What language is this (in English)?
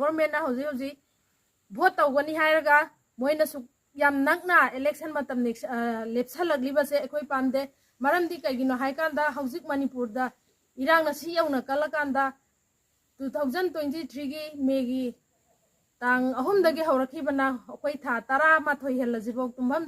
Manipuri